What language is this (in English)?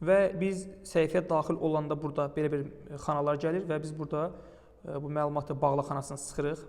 Azerbaijani